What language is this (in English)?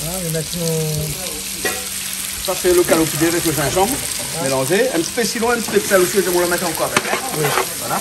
Réunion Creole French